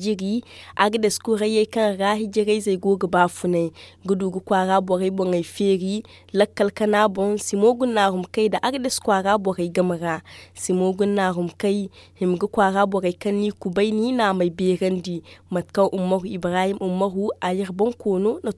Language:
Zarma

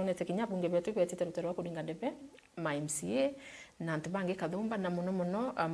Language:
Meru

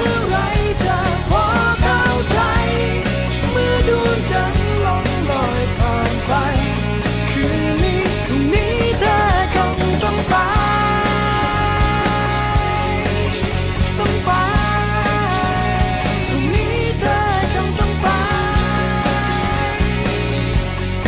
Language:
Thai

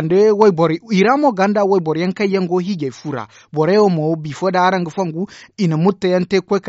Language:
Zarma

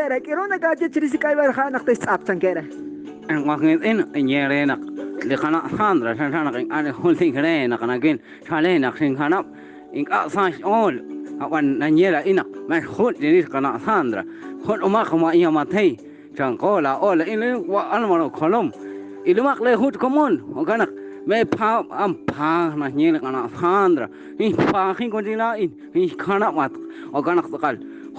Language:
Kekchí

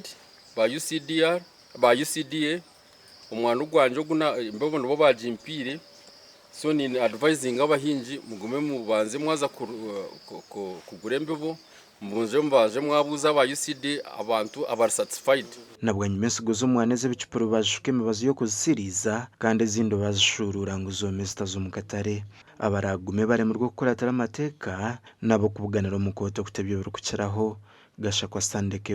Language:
Nyankole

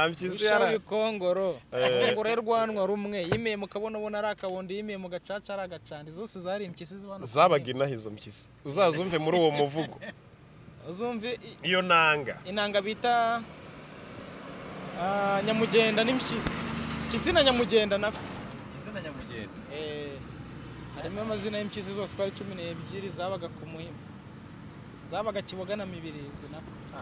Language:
Kinyarwanda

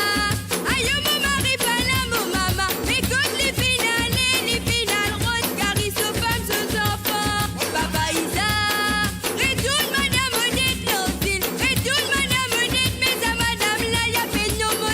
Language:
Morisyen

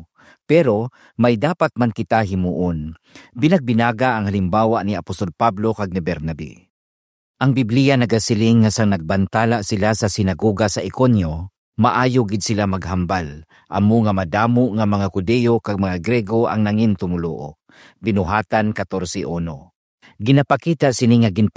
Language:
Hiligaynon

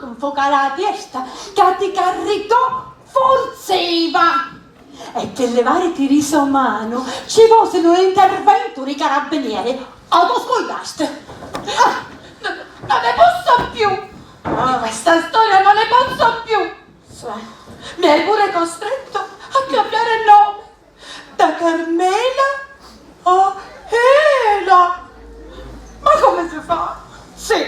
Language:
Sicilian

